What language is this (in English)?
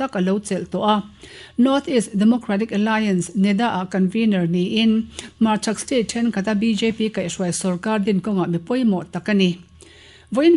Mizo